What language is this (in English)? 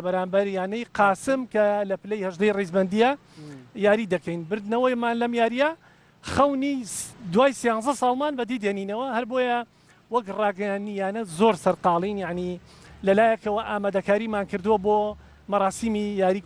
Central Kurdish